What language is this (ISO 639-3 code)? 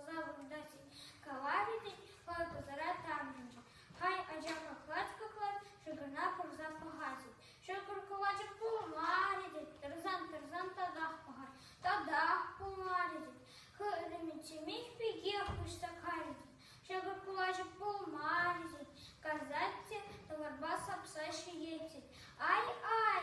chv